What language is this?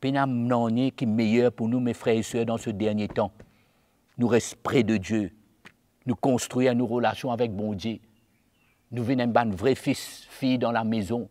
Morisyen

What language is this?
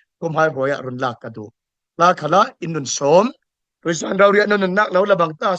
Falam Chin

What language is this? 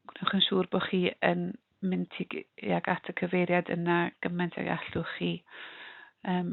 Welsh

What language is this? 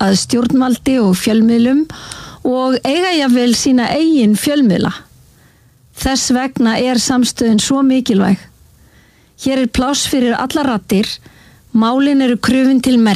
Icelandic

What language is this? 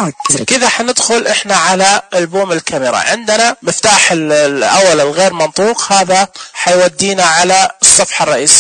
Najdi Arabic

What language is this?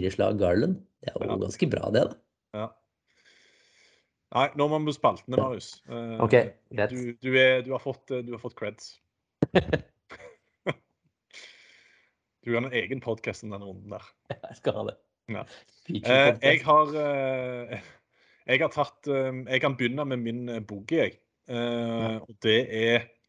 Norwegian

